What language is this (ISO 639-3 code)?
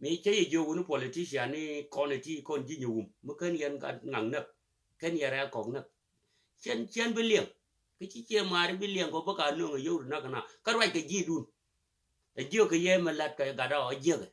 nus